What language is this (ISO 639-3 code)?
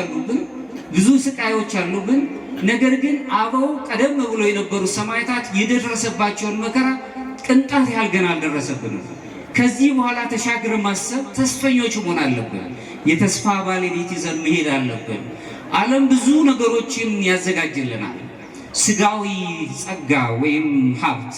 amh